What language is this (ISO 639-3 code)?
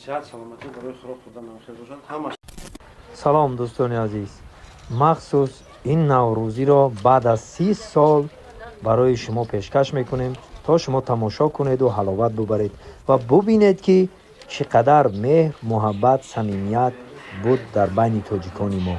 tgk